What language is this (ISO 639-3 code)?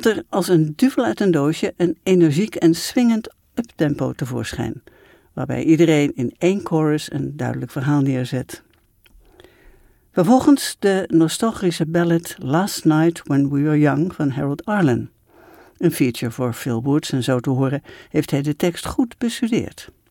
nld